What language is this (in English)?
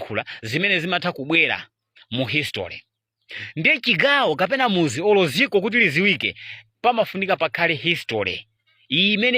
Nyanja